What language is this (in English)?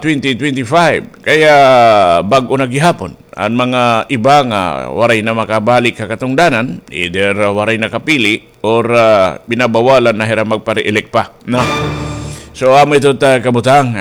Waray